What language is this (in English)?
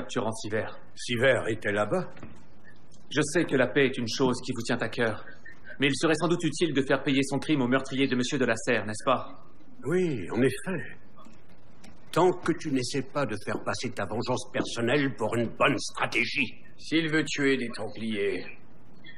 French